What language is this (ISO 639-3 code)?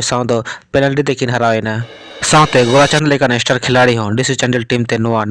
sat